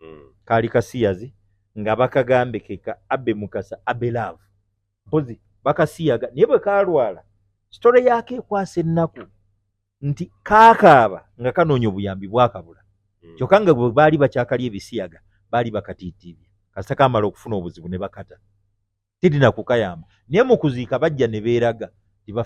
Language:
Ganda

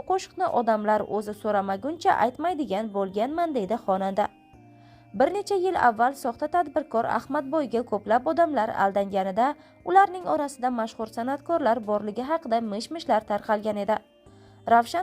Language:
Uzbek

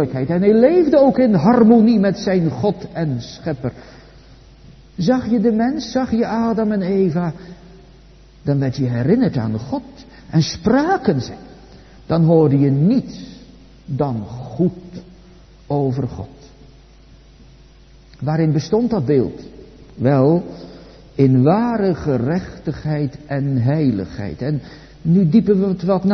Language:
Dutch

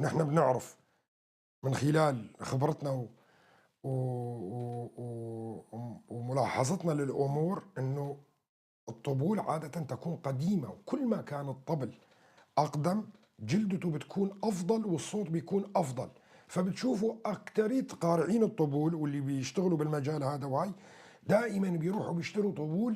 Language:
North Levantine Arabic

